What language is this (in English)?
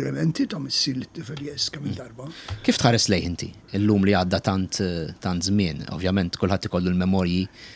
Maltese